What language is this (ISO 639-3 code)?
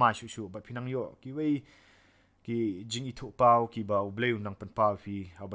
kha